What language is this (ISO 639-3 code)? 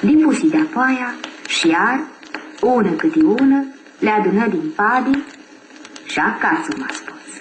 rup